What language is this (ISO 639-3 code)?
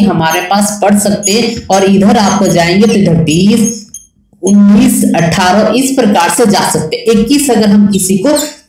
hin